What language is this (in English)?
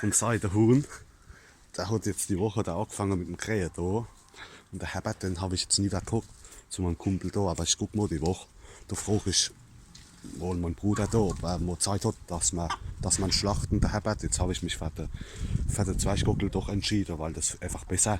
Palatine German